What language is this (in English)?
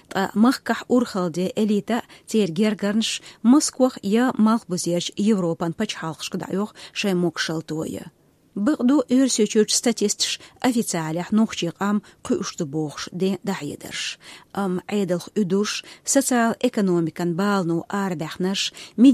Chechen